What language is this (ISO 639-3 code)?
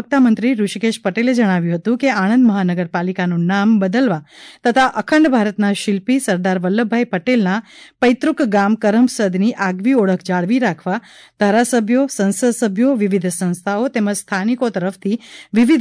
guj